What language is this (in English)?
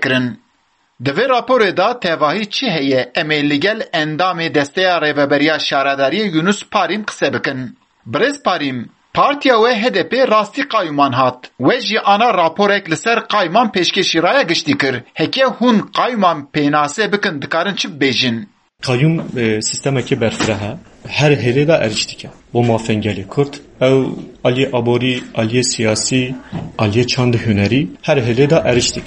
Kurdish